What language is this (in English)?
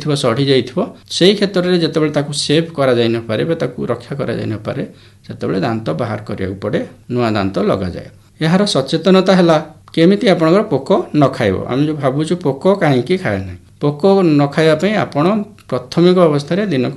Odia